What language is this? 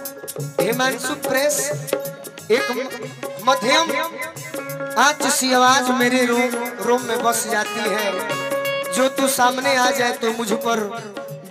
Bhojpuri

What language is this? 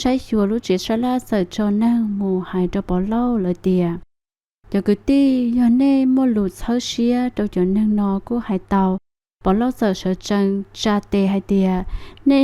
Hmong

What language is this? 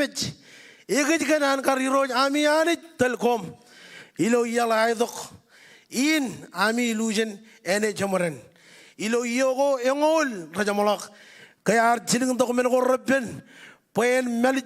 Marshallese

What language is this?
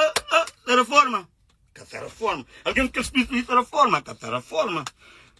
Kabuverdianu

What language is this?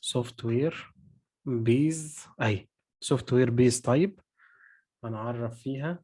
Egyptian Arabic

